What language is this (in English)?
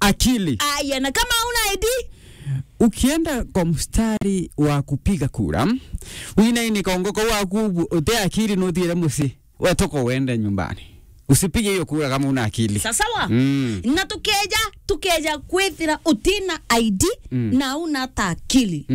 Meru